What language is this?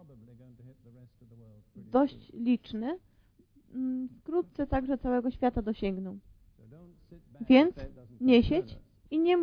Polish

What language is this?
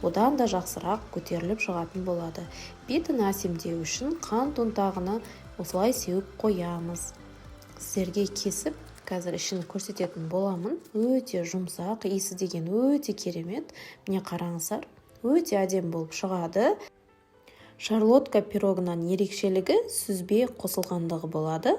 Kazakh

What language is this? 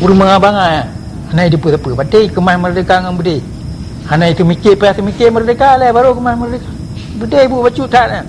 Achinese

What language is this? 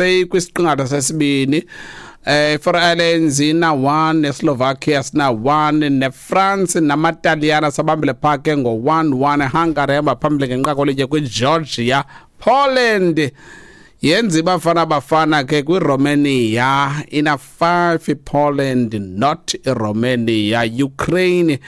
Xhosa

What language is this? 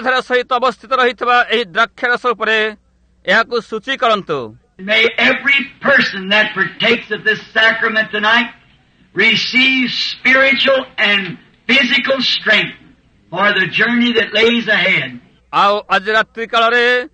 Odia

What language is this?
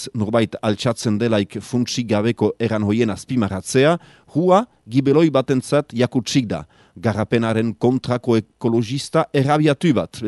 Basque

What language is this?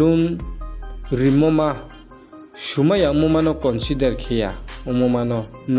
Riang (India)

